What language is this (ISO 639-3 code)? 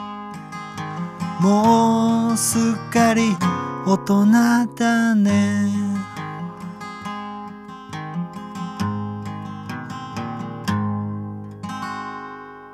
jpn